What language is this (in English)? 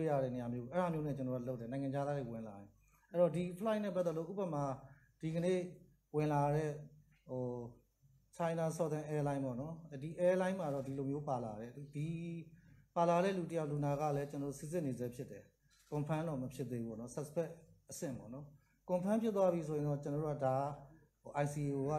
Burmese